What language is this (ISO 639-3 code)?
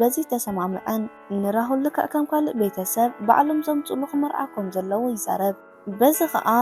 tir